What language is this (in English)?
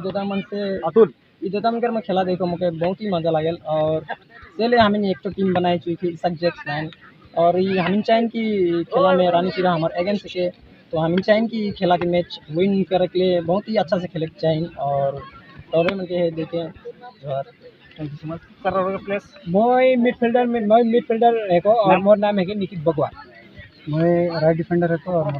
Sadri